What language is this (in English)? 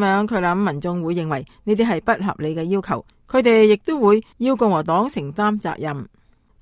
Cantonese